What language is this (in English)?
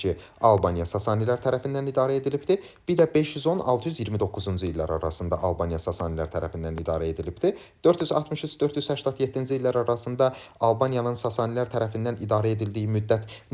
Azerbaijani